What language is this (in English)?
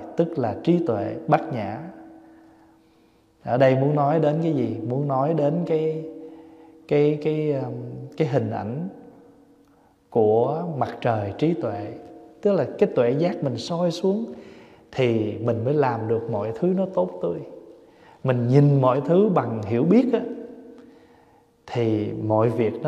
Vietnamese